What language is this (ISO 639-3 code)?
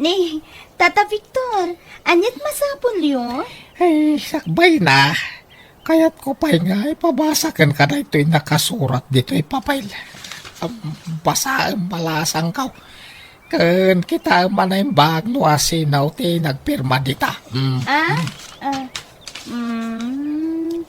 ilo